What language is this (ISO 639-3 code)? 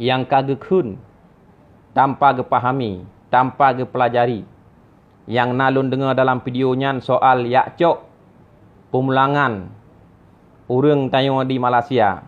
ace